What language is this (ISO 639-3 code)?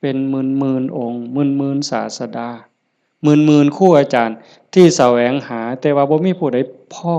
lao